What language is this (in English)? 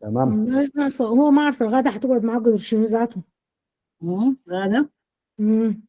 Sudanese Arabic